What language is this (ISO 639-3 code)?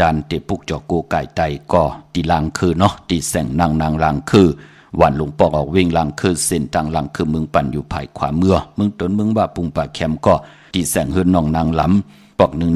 shn